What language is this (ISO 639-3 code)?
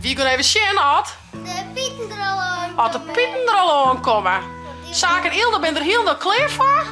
fry